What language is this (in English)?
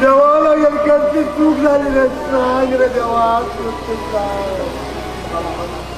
Konkani